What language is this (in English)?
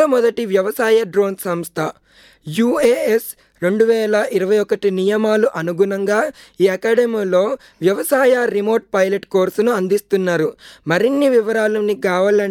Telugu